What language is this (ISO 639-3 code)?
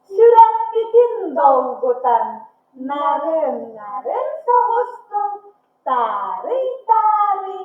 sah